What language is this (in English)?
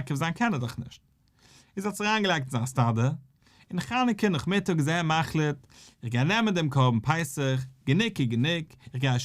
Yiddish